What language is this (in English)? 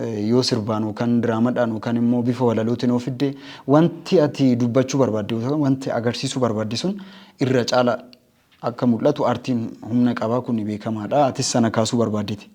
Oromo